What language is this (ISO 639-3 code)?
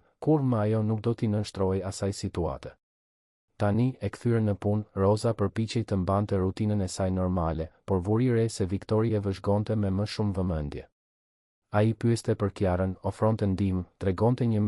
sqi